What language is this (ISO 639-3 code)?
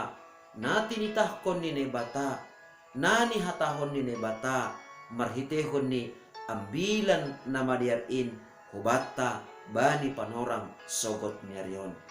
bts